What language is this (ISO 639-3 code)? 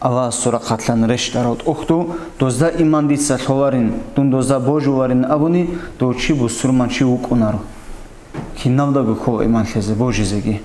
ava